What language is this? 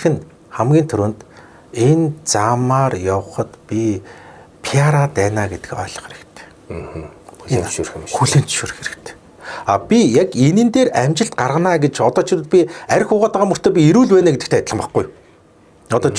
Mongolian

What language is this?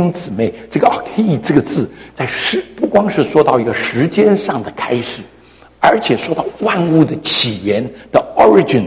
Chinese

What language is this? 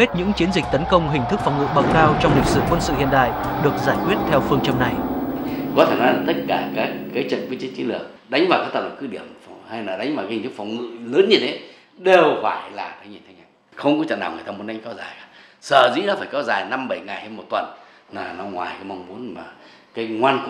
Vietnamese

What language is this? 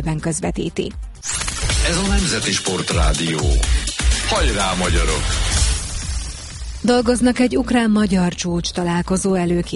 Hungarian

